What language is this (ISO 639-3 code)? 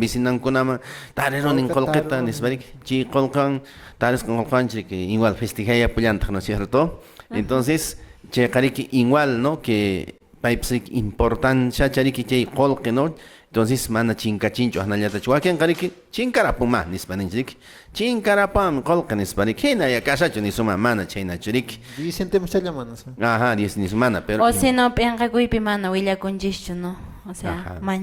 que